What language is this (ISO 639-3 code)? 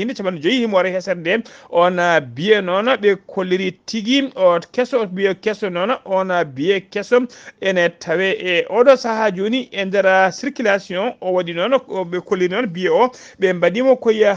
ful